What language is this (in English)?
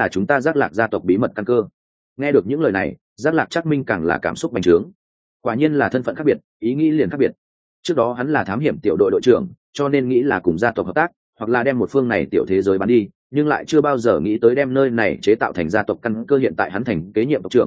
Vietnamese